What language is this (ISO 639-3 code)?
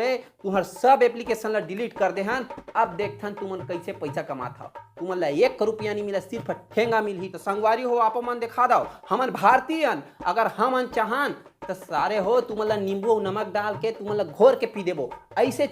hne